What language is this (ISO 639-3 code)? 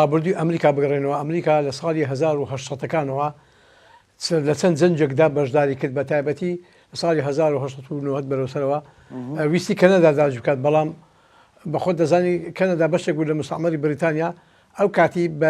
ckb